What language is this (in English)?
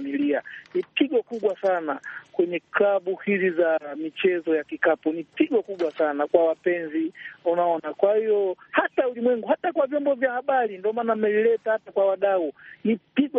Swahili